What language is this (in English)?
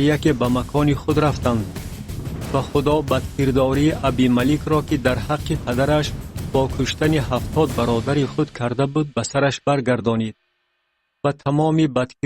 Tajik